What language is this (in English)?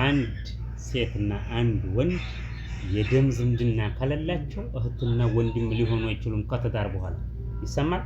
Amharic